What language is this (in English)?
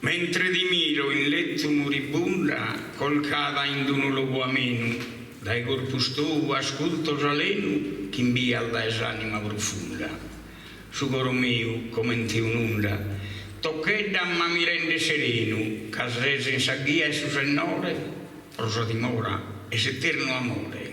Sardinian